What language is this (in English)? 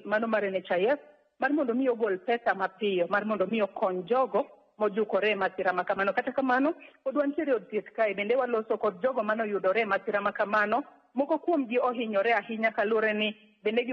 Luo (Kenya and Tanzania)